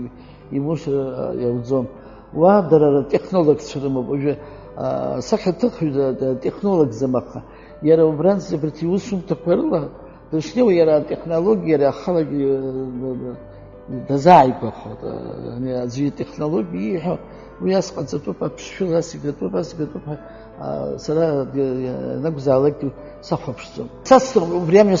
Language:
Abkhazian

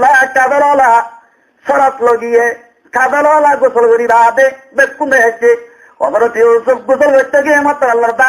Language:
Rohingya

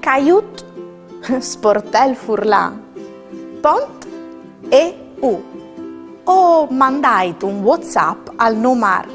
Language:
Friulian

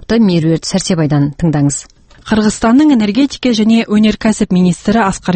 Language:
Kazakh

